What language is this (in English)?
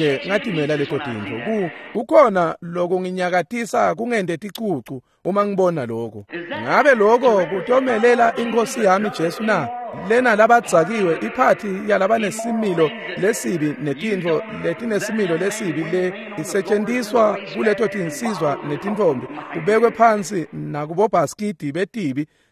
Swati